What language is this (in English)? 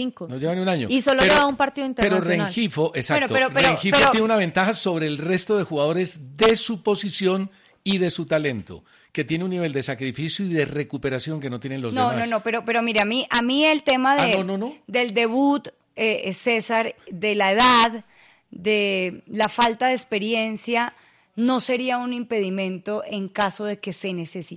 Spanish